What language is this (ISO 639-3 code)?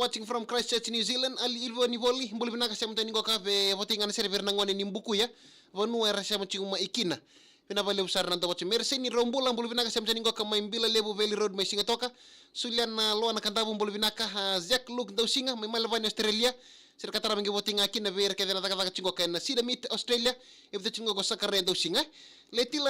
fij